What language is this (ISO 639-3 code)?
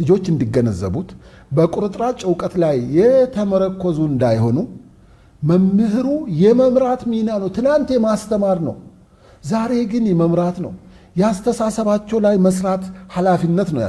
amh